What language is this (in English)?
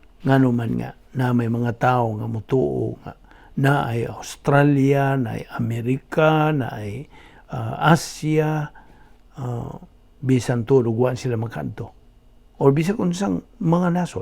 Cebuano